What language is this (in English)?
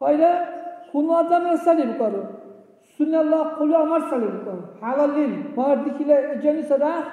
Dargwa